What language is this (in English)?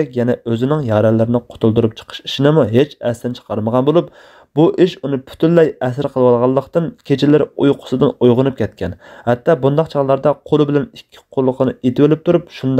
Uyghur